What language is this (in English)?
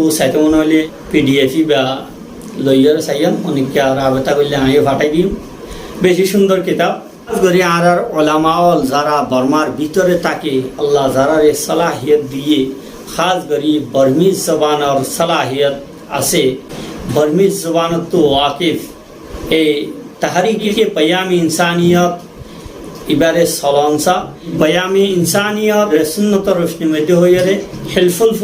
Rohingya